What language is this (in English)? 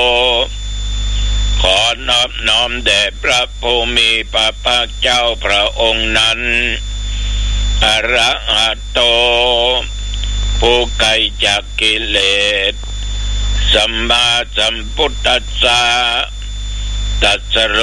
Thai